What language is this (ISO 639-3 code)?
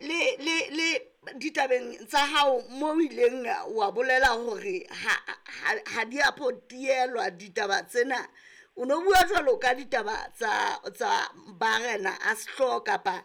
sot